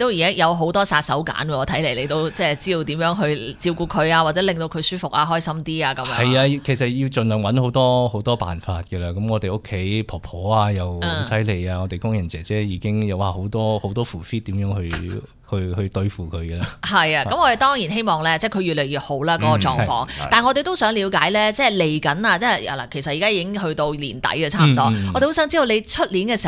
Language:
Cantonese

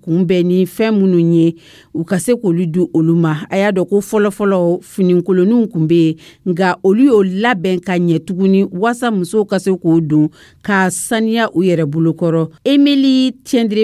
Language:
Dyula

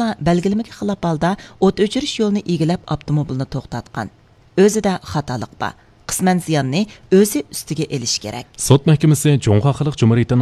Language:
Uyghur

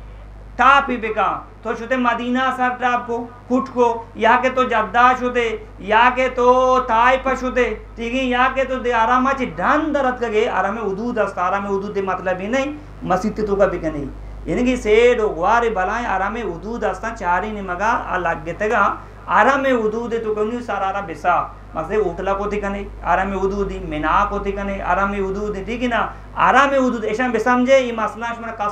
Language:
Eastern Balochi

